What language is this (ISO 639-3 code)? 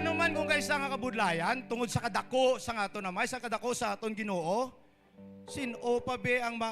hil